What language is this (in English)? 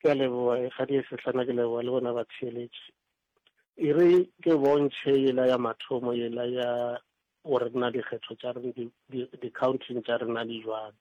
Northern Sotho